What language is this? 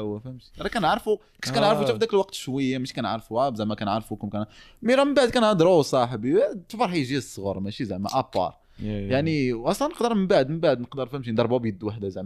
Moroccan Arabic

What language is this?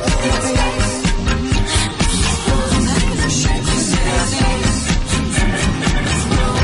Serbian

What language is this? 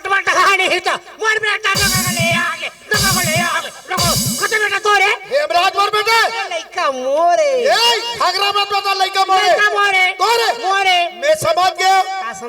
Chhattisgarhi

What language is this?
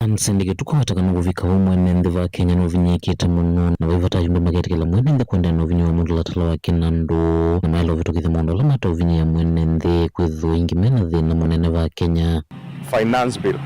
Kamba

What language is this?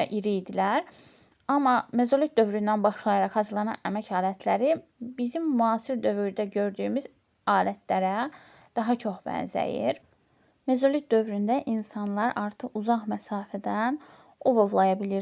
Azerbaijani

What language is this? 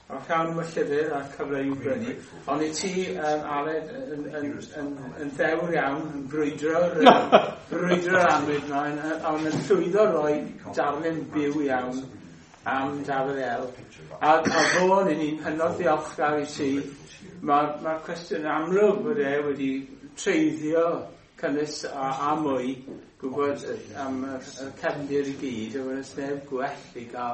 Welsh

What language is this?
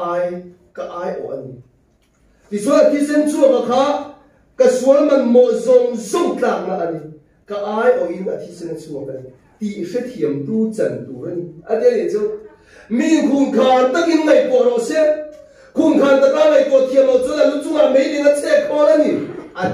Mizo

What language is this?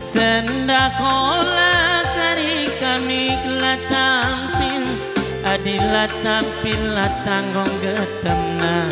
Batak Karo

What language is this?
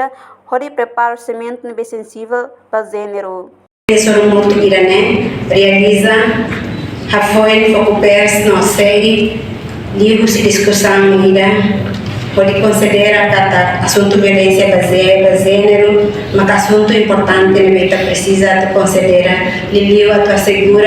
Tetum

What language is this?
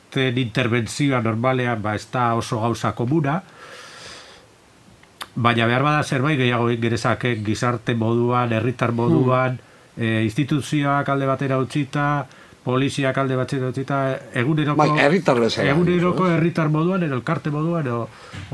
Basque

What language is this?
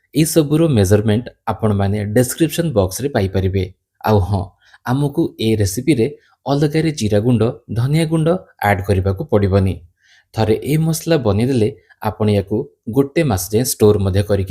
Odia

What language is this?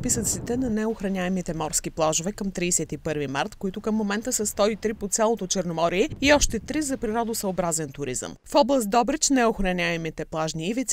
Bulgarian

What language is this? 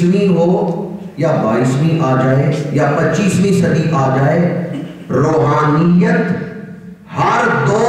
Urdu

